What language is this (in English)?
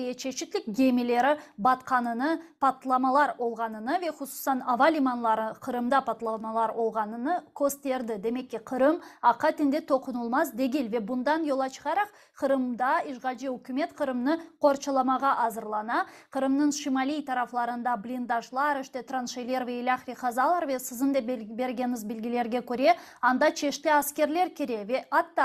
Crimean Tatar